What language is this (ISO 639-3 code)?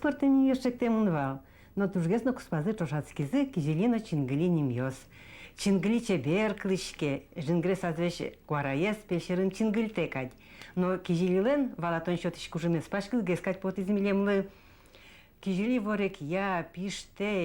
udm